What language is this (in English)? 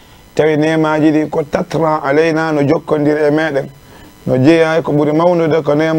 Fula